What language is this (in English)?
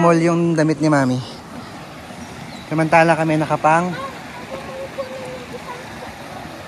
Filipino